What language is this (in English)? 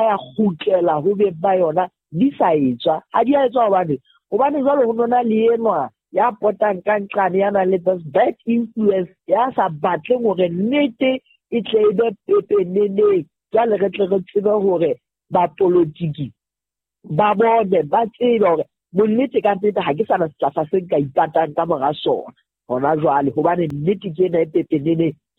Southern Sotho